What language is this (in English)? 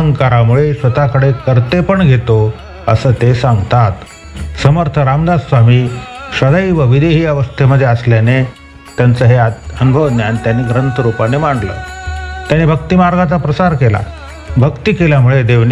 Marathi